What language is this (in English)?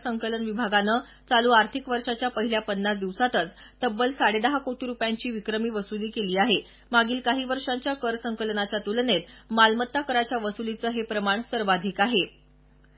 Marathi